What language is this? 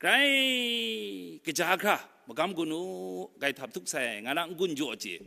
Kachin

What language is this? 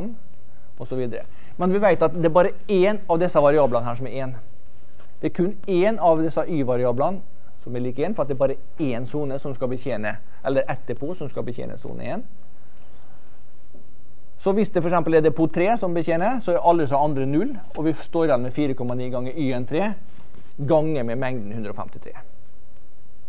Norwegian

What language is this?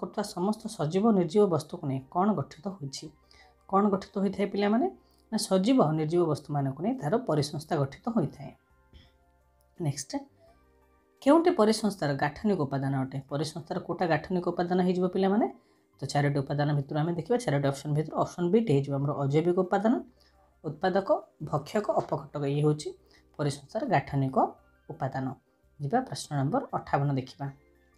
Odia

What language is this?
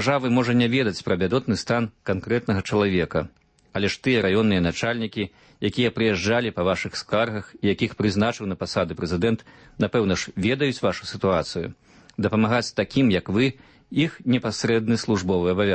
Belarusian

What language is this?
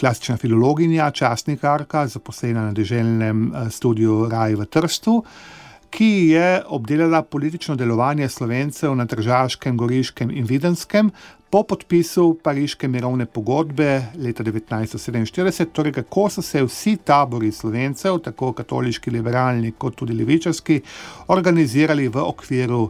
Slovenian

